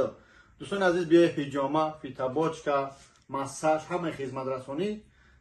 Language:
Tajik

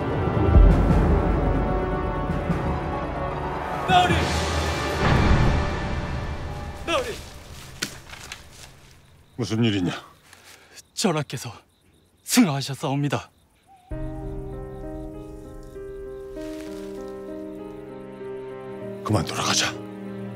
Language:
Korean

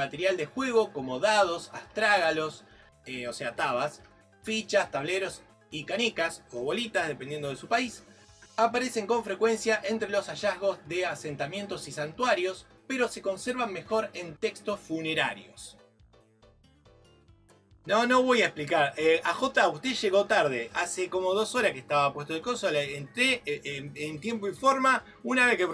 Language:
Spanish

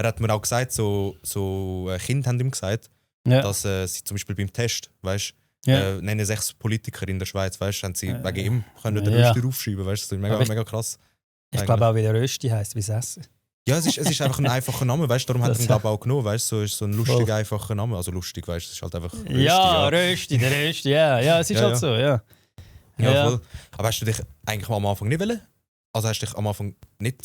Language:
Swiss German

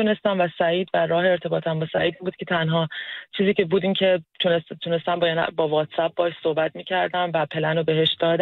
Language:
Persian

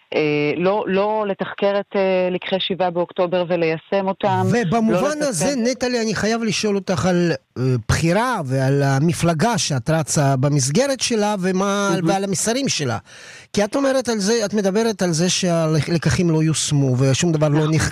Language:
Hebrew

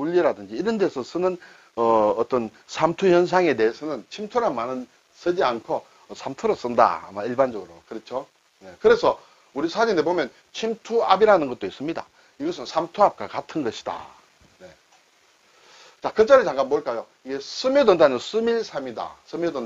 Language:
Korean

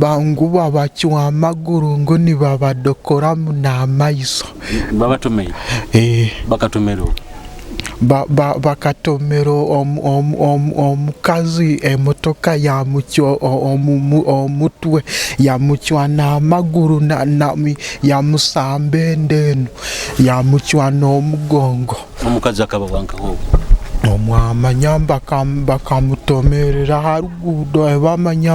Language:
Nyoro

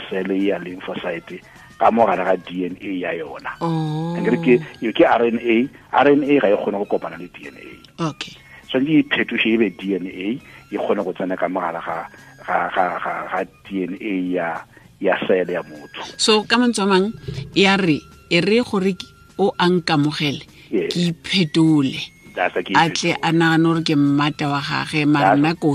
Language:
Tswana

